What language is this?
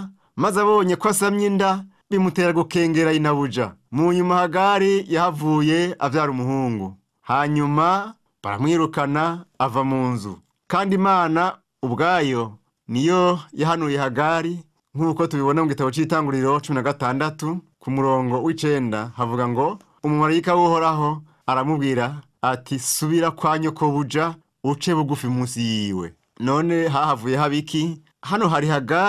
Rundi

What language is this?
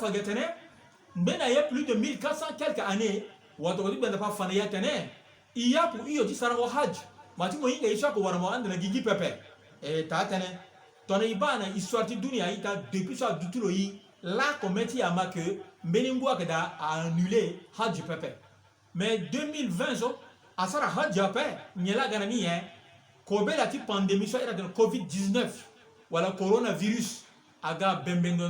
Sango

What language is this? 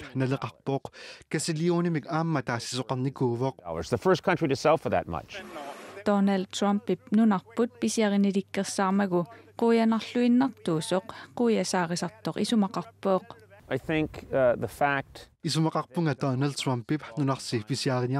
Kalaallisut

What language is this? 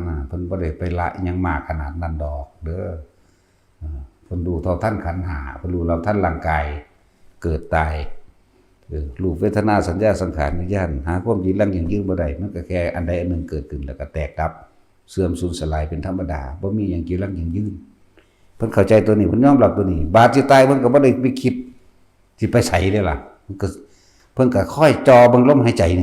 Northeastern Thai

